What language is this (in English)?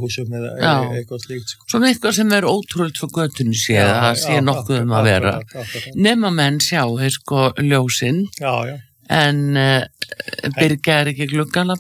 Icelandic